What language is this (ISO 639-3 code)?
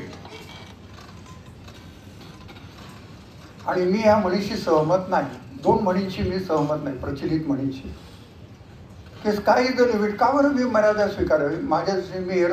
mar